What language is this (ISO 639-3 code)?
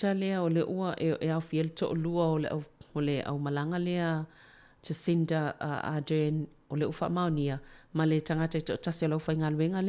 smo